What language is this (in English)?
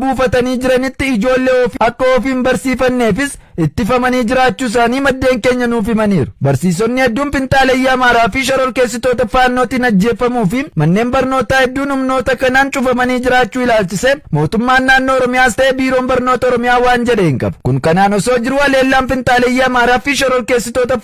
Oromo